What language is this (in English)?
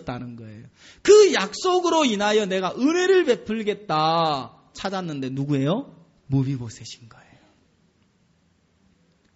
Korean